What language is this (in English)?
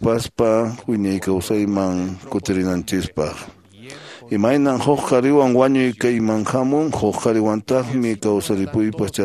Quechua